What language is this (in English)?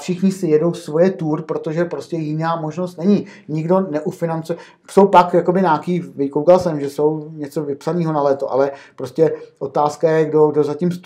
Czech